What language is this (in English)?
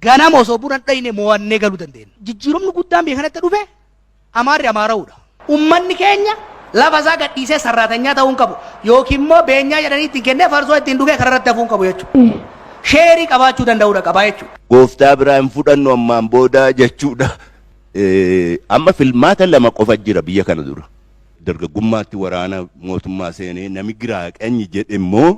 Oromo